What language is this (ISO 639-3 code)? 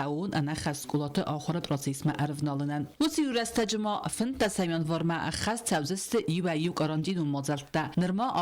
oss